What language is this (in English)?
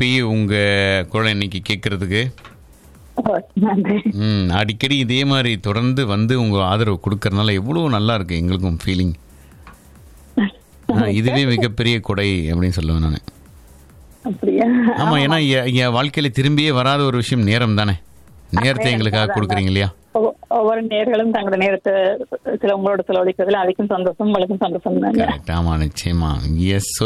Tamil